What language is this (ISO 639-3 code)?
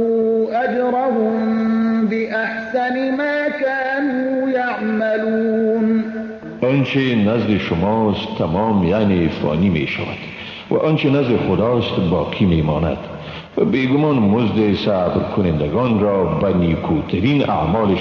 fas